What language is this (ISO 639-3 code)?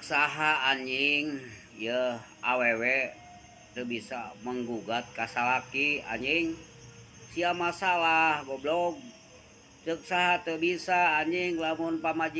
sun